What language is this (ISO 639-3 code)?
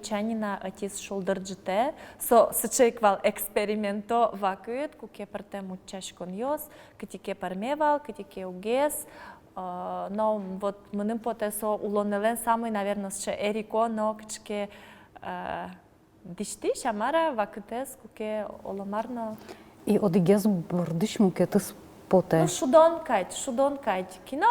udm